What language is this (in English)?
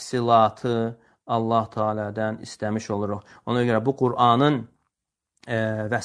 Azerbaijani